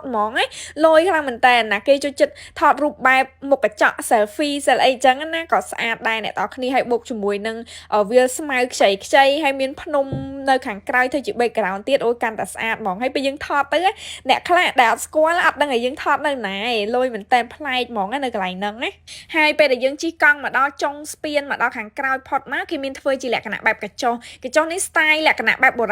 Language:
Khmer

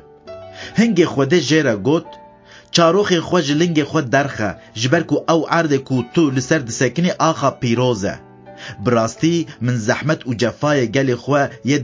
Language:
Kurdish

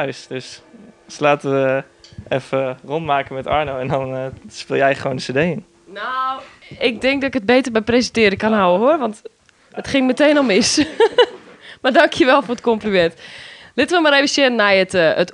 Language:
Western Frisian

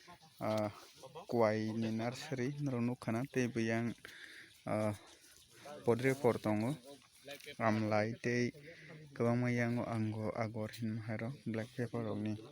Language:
Kok Borok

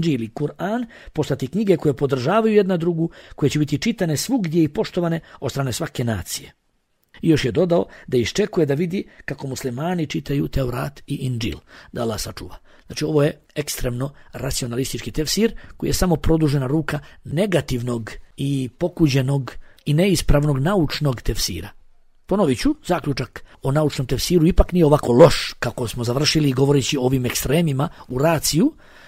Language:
Bosnian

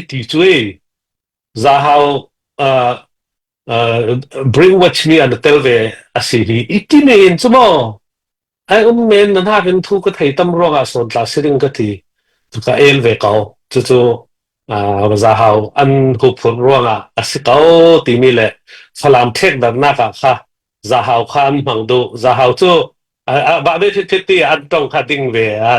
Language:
Falam Chin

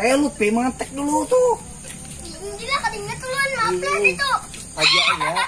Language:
Banjar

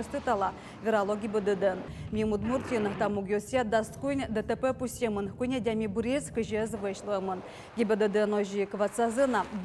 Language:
Udmurt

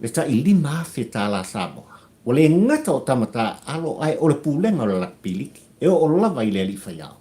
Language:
Samoan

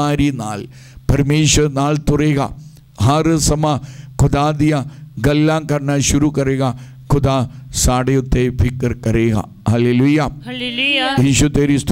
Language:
Punjabi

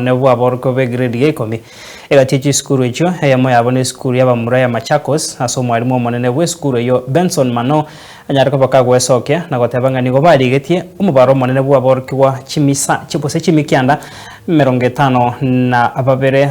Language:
Gusii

